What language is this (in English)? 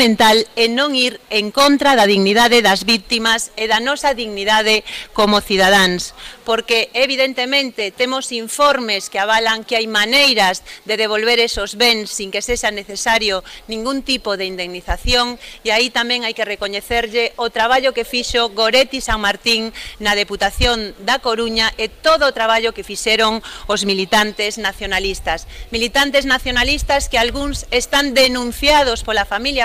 Galician